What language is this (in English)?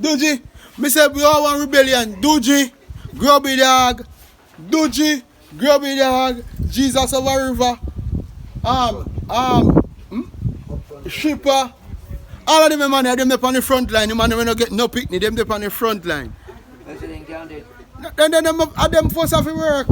Jamaican Creole English